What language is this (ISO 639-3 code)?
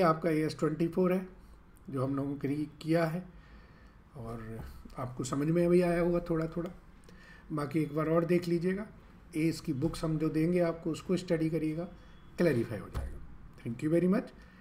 hin